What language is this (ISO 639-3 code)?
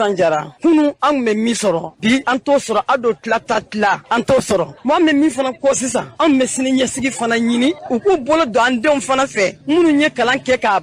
bam